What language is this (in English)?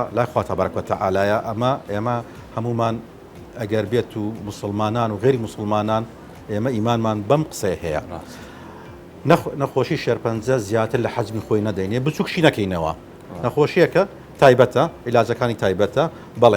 Central Kurdish